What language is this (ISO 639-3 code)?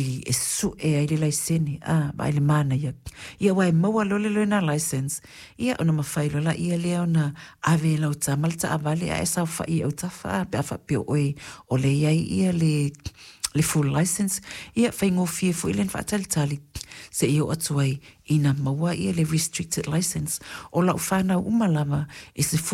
smo